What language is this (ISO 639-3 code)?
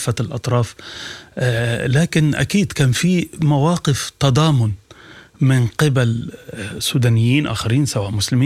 apd